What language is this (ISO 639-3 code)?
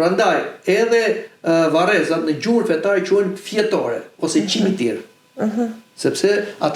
sqi